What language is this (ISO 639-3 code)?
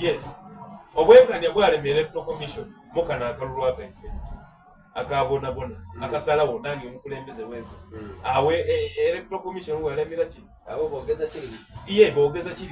xog